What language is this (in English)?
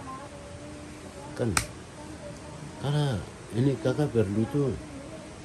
Indonesian